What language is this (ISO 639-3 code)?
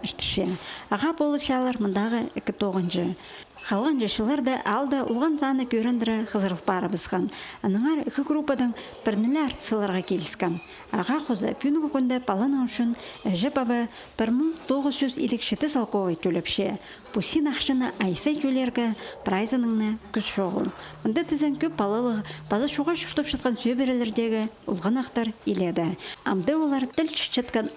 kjh